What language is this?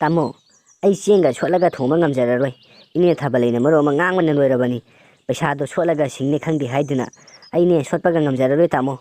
Manipuri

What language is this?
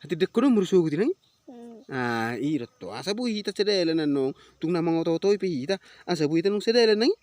Batak Toba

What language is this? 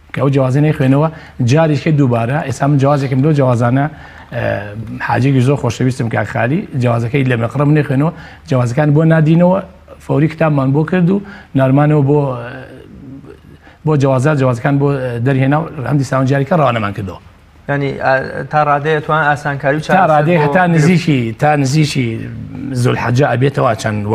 Central Kurdish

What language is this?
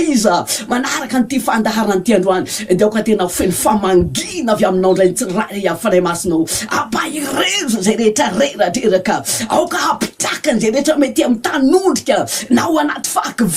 Malagasy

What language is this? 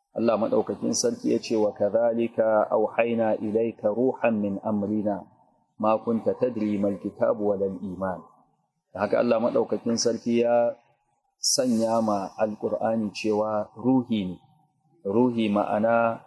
Hausa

